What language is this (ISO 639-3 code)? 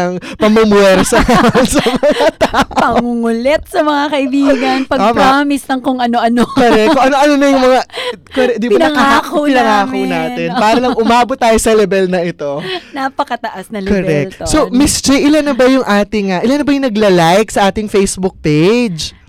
fil